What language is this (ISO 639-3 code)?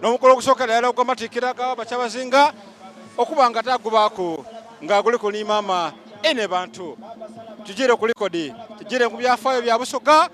xog